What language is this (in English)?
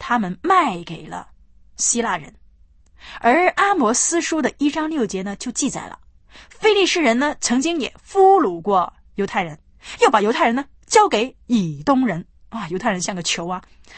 Chinese